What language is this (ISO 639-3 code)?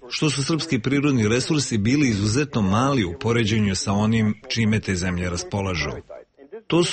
srp